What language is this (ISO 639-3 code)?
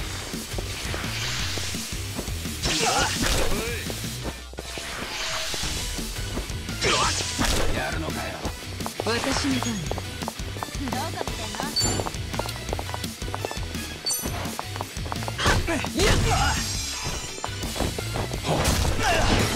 jpn